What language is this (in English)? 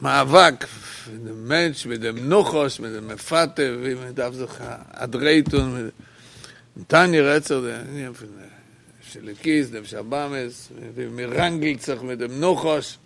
Yiddish